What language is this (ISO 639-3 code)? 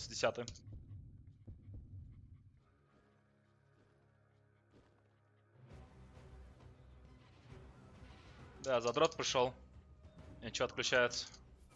rus